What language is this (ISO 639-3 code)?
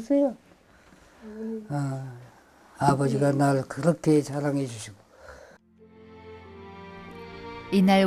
kor